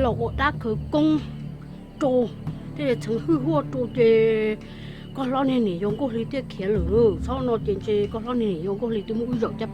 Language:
Hmong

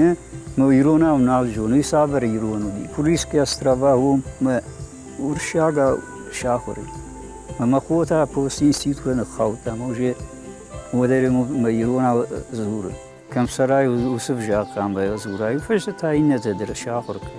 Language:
Ossetic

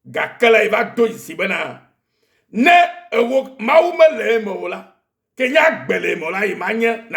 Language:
Ewe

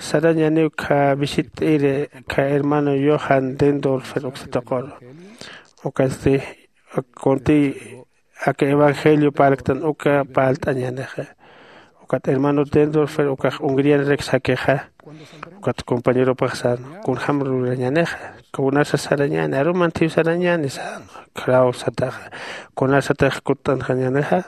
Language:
Aymara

